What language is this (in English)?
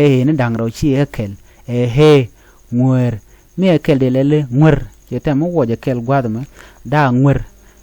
Nuer